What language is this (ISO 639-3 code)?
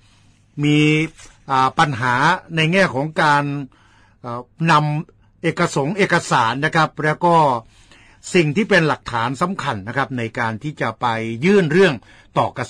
tha